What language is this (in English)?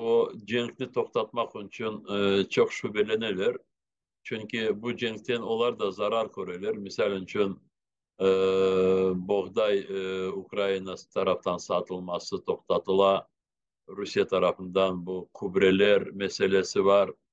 Crimean Tatar